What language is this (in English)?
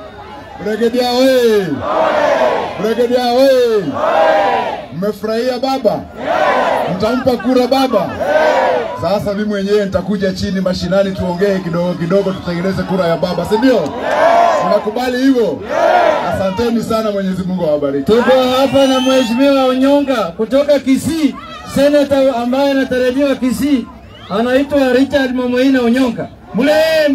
Swahili